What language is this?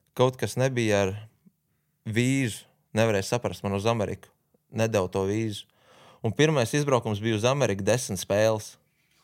Latvian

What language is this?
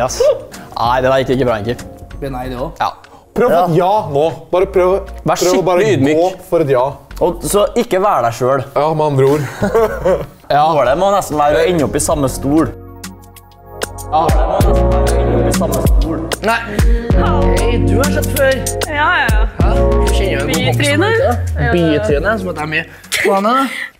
Norwegian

